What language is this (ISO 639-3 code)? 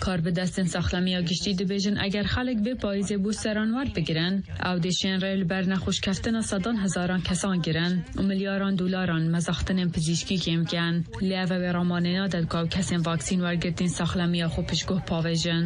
kur